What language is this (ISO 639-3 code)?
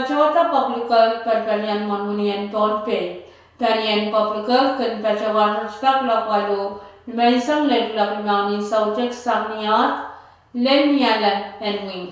pon